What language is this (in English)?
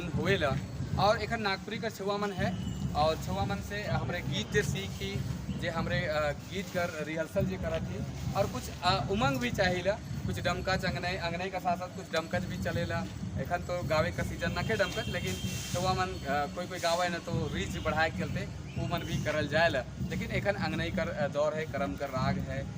Sadri